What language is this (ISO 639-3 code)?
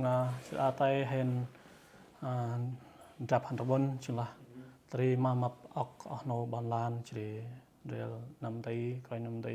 cmo